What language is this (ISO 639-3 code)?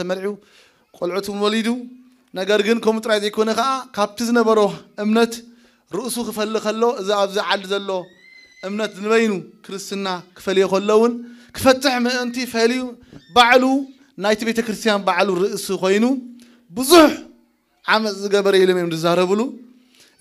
tir